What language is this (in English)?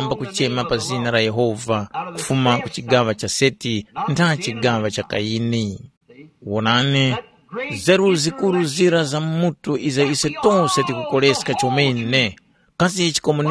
Tumbuka